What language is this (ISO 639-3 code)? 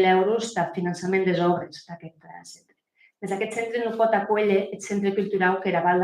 oci